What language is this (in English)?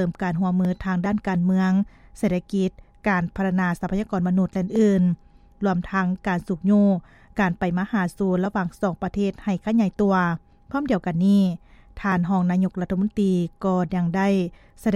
Lao